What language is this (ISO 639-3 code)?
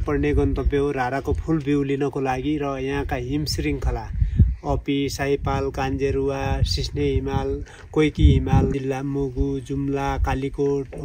nep